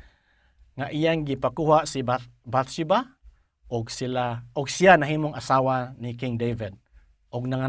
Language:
Cebuano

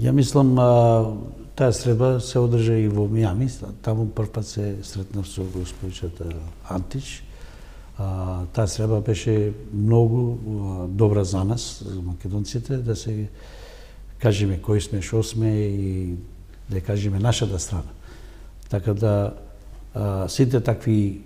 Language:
Macedonian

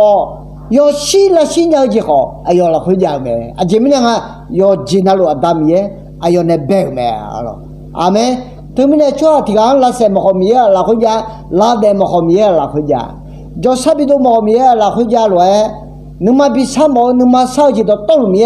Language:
Akha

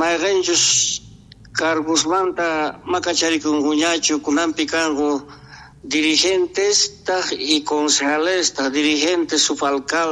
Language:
South Bolivian Quechua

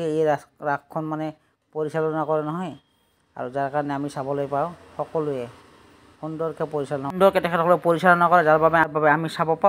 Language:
Assamese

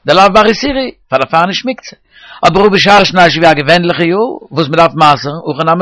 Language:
Yiddish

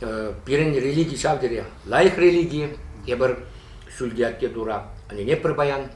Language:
Chuvash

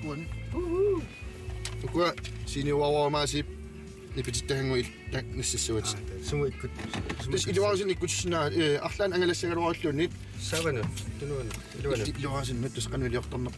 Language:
Kalaallisut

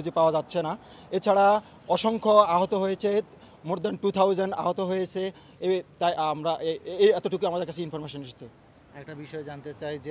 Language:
Bangla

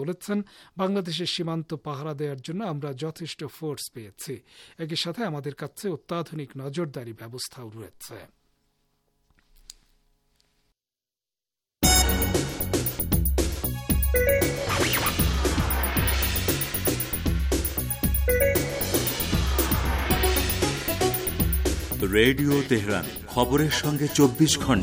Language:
Bangla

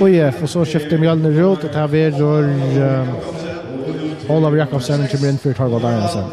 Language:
Faroese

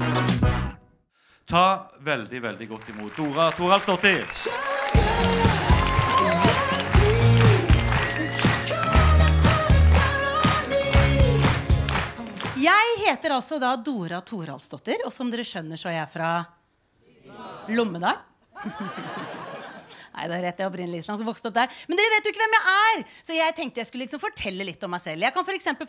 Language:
Norwegian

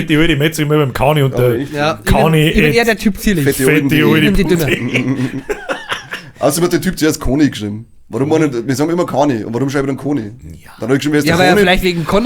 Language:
Bavarian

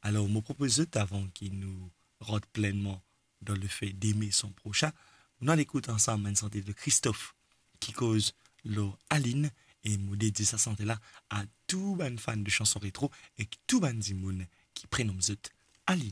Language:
Morisyen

